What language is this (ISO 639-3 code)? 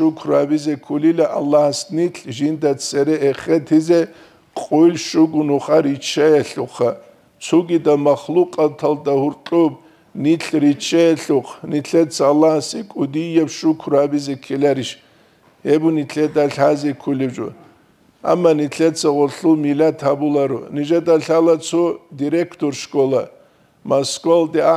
ava